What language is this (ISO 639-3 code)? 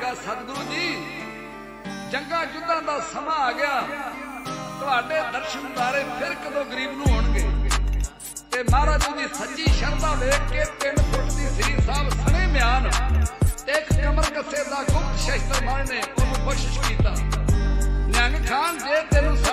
pan